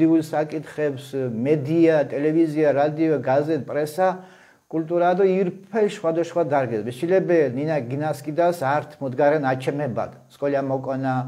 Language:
Mingrelian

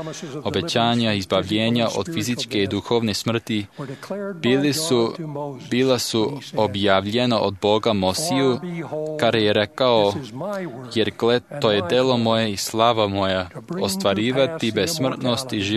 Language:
Serbian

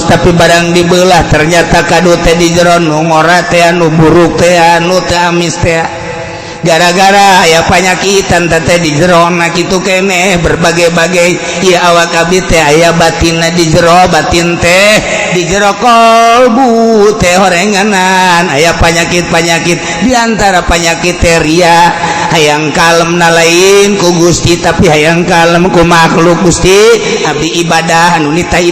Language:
Sundanese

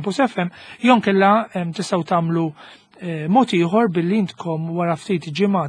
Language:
Maltese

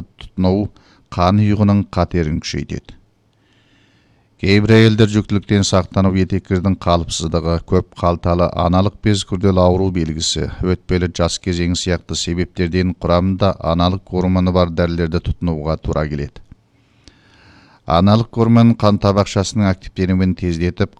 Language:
Kazakh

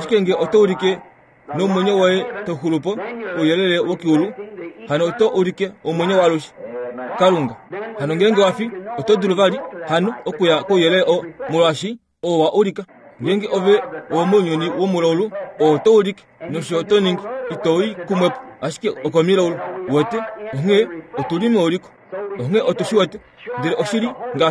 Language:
Kuanyama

